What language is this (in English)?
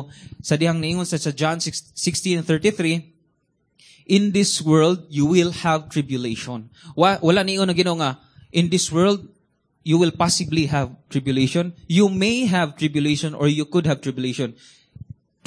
Cebuano